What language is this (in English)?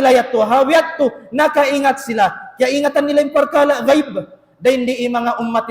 Tausug